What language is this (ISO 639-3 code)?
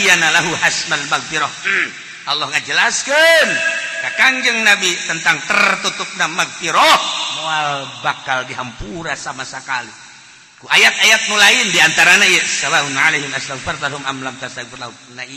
sun